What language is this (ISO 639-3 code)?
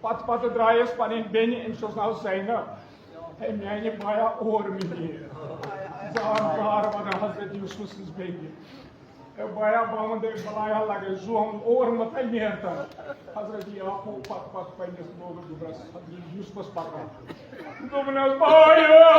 kas